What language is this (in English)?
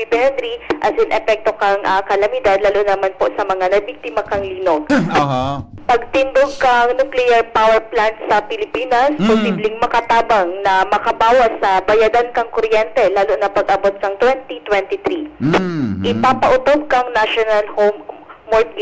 Bikol